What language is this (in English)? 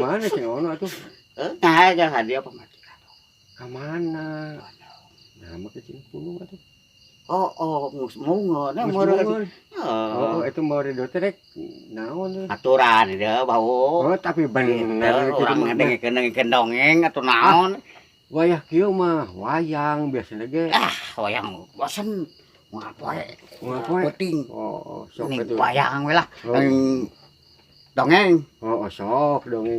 Sundanese